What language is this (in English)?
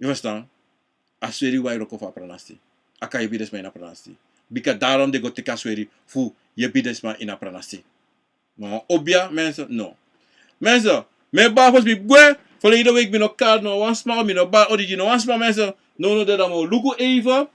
Sranan Tongo